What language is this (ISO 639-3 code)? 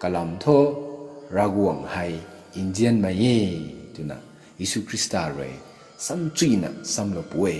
nbu